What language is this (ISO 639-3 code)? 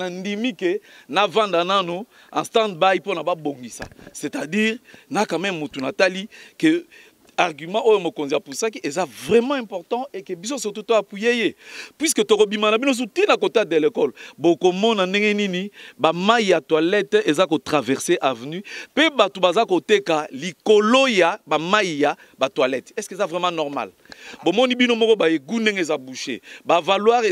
lin